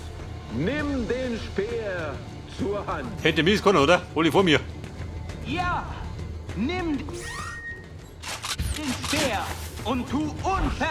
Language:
Bavarian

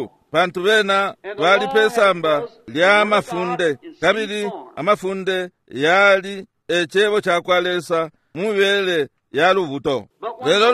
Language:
Bemba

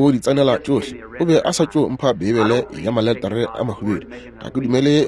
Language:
Northern Sotho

